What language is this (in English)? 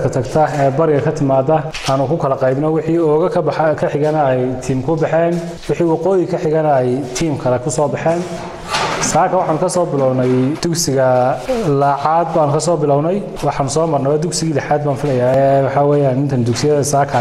Somali